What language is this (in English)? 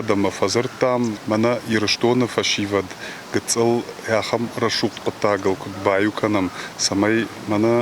Ossetic